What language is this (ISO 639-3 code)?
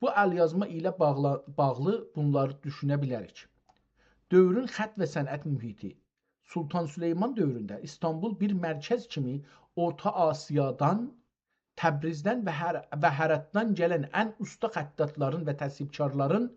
azb